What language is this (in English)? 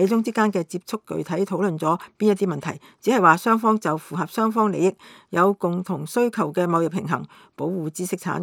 Cantonese